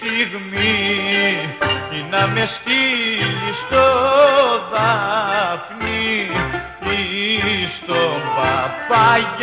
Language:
Greek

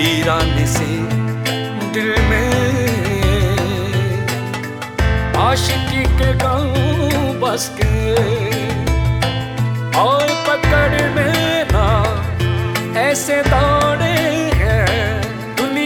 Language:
Hindi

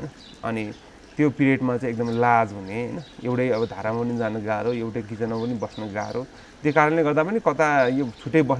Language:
Nepali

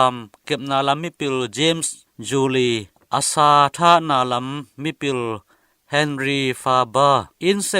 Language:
Tedim Chin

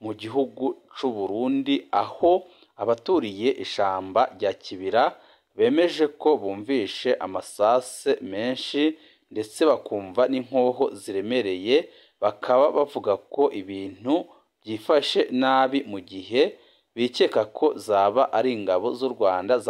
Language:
Rundi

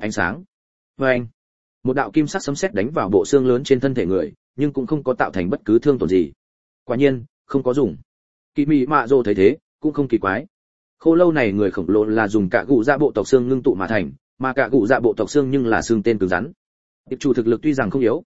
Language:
Vietnamese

